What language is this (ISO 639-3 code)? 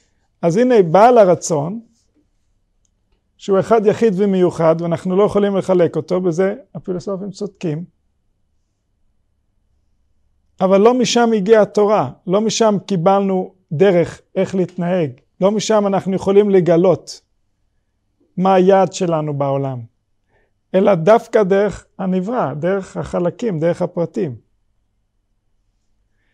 heb